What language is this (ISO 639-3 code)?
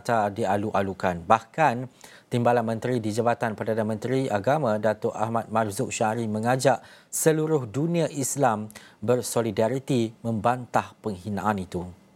msa